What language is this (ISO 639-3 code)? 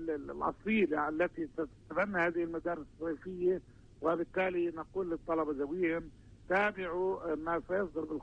ara